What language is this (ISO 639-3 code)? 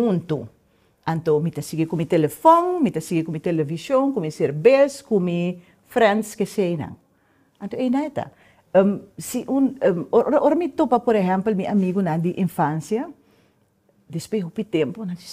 pap